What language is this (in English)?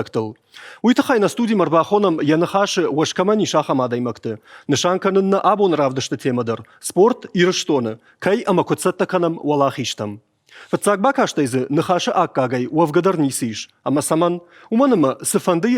Ossetic